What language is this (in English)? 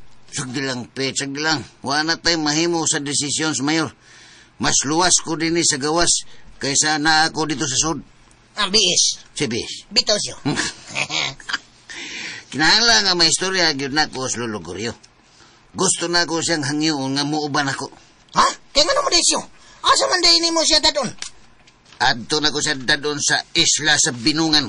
Cebuano